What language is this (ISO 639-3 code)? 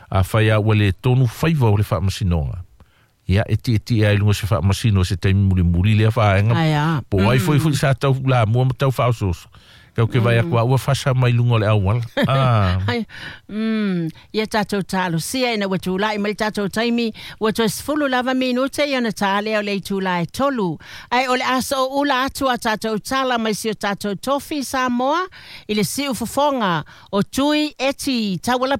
smo